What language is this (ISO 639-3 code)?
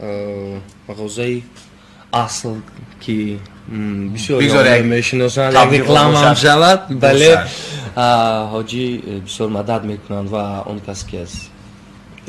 tgk